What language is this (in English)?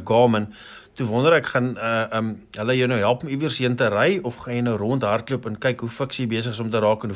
Afrikaans